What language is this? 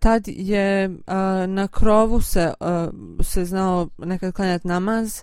Bosnian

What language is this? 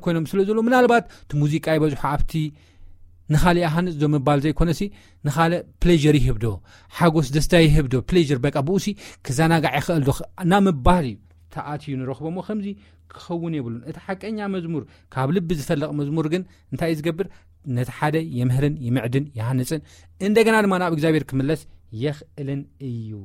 Tigrinya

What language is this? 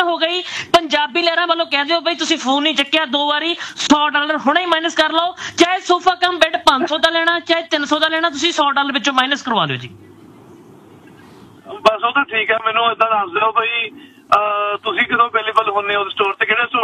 Punjabi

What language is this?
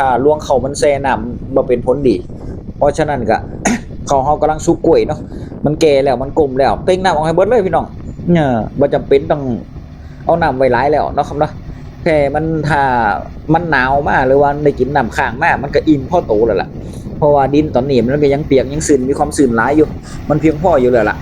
Northeastern Thai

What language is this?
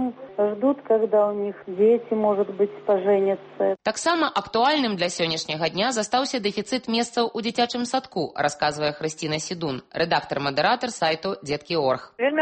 Belarusian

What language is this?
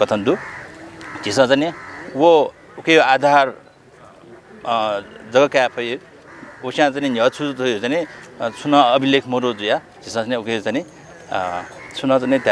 Newari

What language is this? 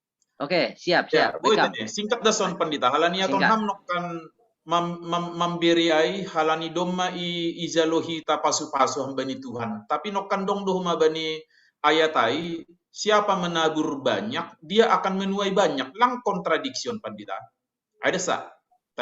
Batak Simalungun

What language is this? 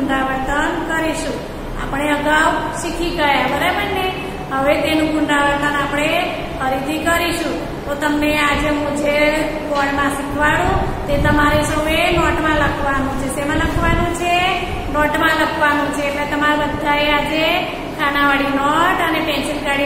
Gujarati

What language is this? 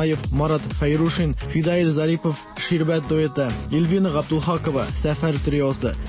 Tatar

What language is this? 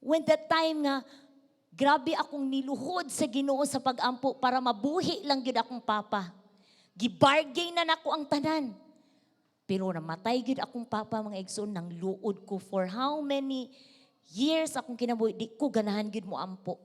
Cebuano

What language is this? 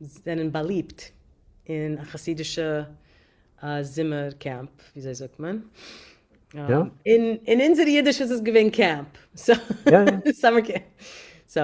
Yiddish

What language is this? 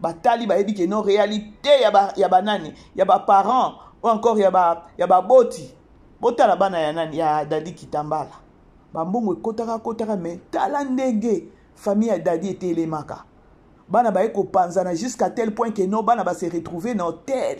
Lingala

